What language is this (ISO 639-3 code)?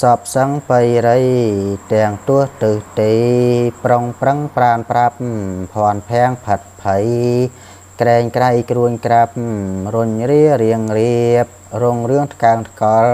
khm